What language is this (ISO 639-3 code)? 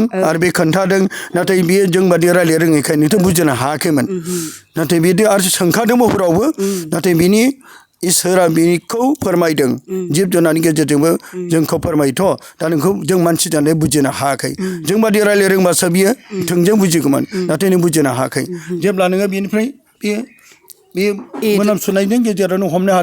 brx